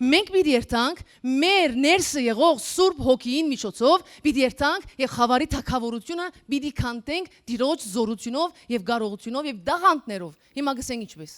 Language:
Western Armenian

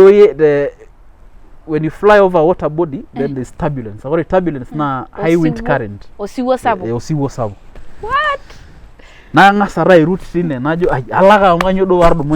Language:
Masai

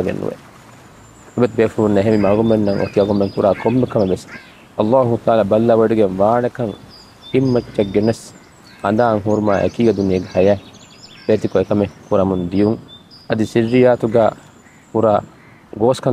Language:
Divehi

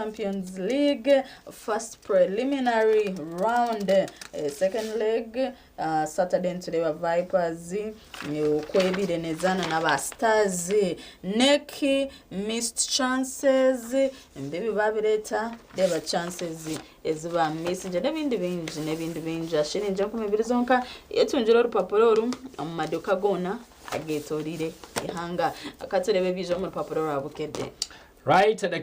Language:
Nyankole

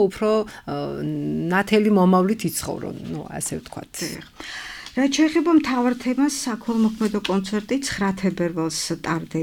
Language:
Georgian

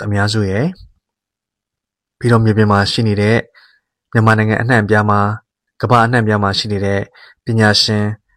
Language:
Burmese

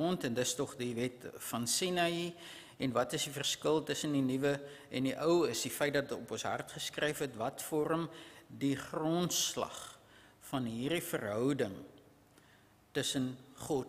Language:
Afrikaans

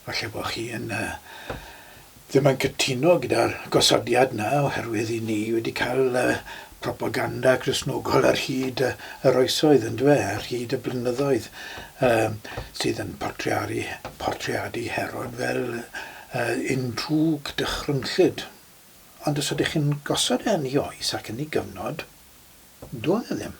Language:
Welsh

